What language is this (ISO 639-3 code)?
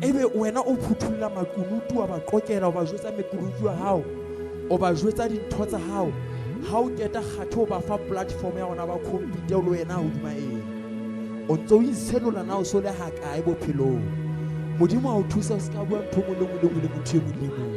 sot